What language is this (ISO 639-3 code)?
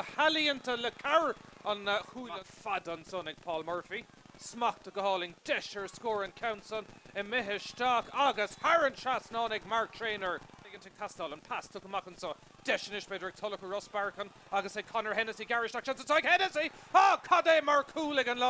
gle